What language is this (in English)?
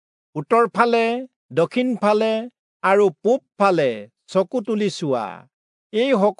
Assamese